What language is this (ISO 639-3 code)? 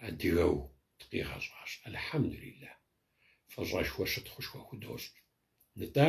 kbd